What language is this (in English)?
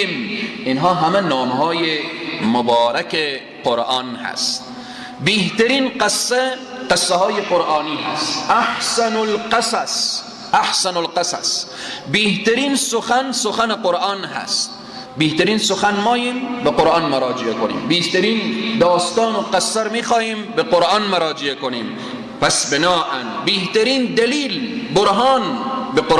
Persian